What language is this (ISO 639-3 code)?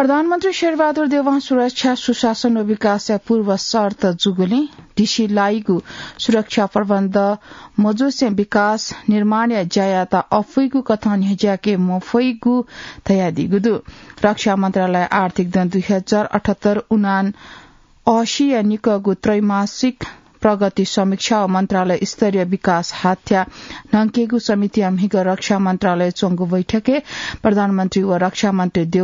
new